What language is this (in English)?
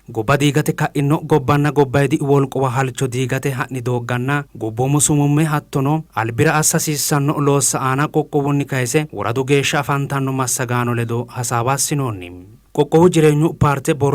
Sidamo